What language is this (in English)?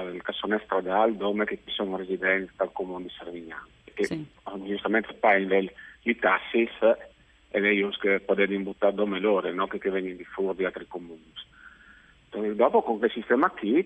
Friulian